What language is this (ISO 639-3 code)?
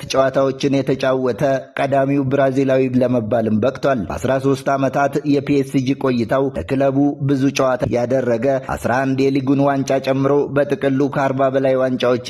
amh